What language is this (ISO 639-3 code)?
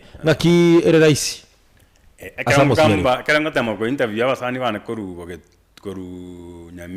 guz